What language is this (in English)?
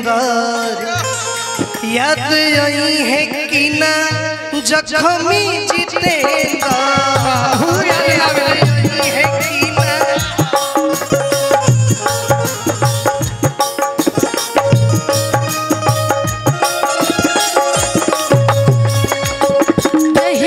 Bhojpuri